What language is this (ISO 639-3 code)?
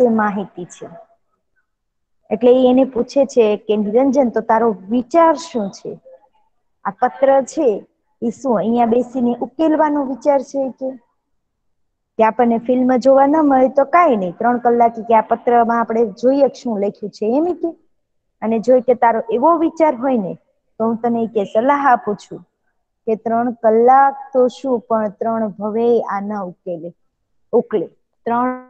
guj